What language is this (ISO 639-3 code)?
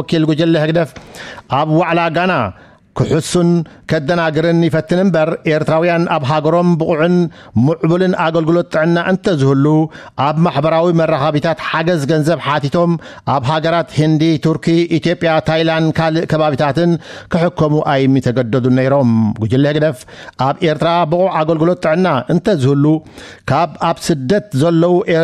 tir